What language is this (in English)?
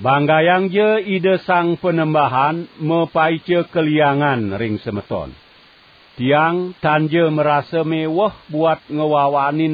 Balinese